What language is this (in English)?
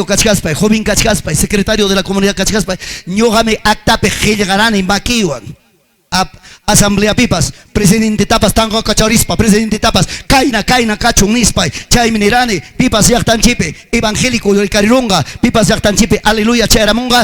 Ayacucho Quechua